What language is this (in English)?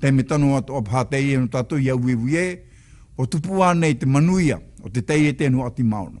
Tahitian